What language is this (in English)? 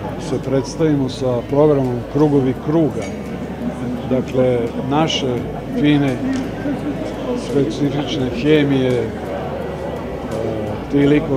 Serbian